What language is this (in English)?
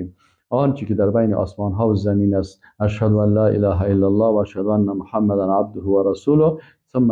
Persian